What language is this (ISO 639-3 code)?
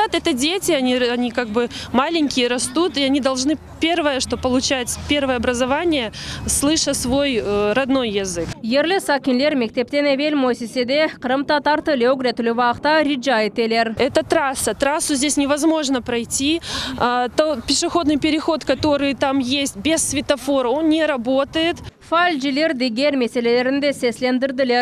crh